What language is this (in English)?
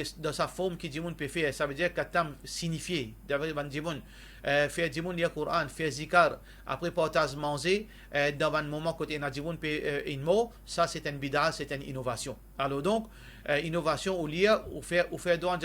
Morisyen